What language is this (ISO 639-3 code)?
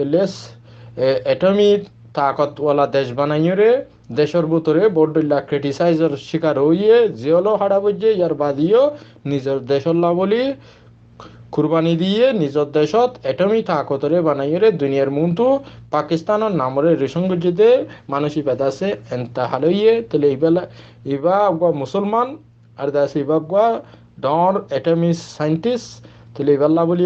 rhg